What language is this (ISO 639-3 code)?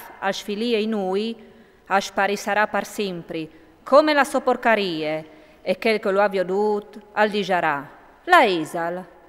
fur